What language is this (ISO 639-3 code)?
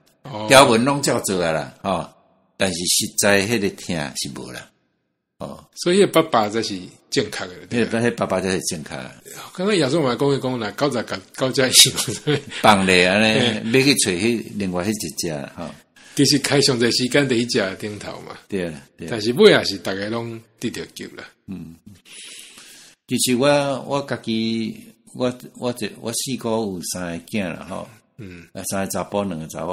nan